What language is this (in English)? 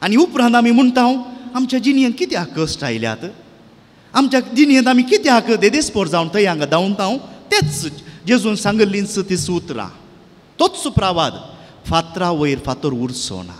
Konkani